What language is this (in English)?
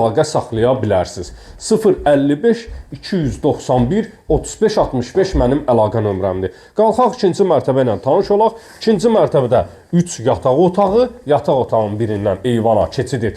Azerbaijani